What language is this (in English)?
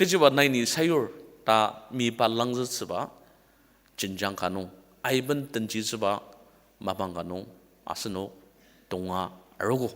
Ao Naga